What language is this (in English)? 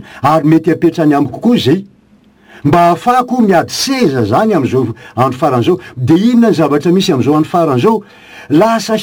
Malagasy